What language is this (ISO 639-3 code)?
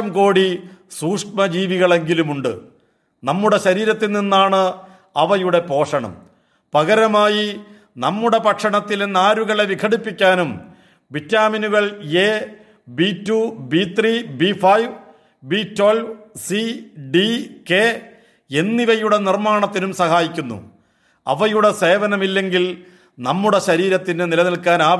mal